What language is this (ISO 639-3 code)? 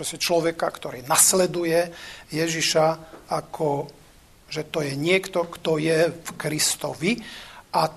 slk